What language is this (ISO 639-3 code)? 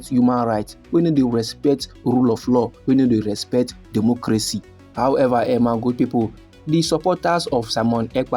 pcm